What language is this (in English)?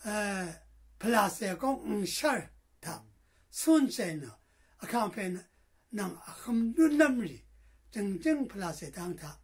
Rawang